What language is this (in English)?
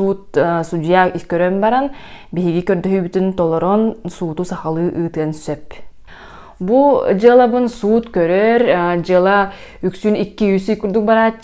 Yakut